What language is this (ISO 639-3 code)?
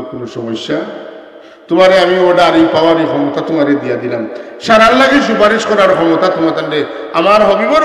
syl